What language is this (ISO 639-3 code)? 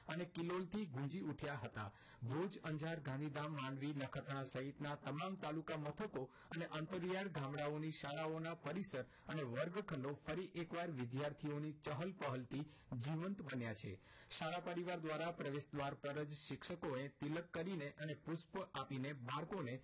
guj